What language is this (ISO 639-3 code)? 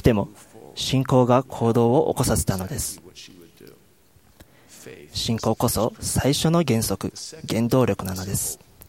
jpn